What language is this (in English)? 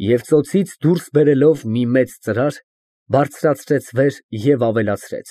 Armenian